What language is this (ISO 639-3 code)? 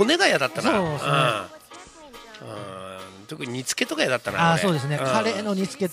jpn